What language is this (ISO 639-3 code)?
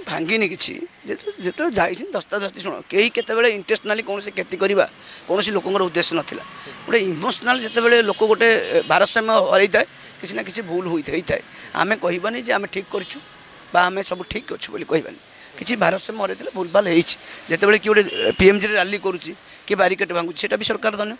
ori